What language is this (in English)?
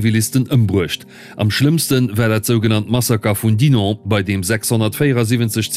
Luxembourgish